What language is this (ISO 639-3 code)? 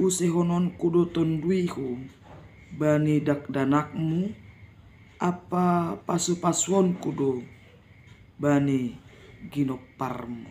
bts